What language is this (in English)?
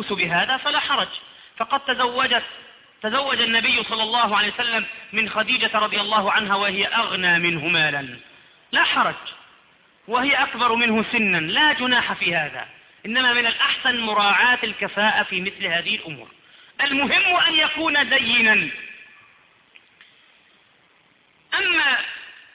Arabic